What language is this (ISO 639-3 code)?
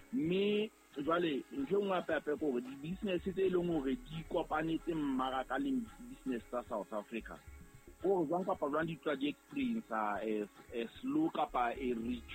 sot